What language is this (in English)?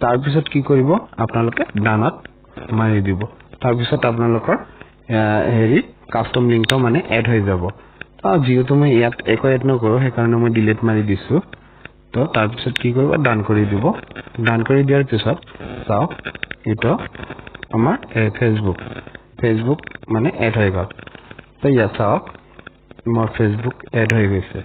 Assamese